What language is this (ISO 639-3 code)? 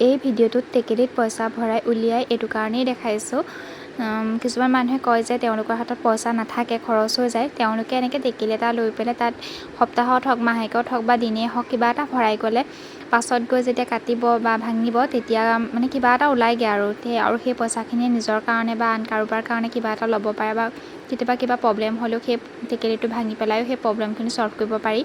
asm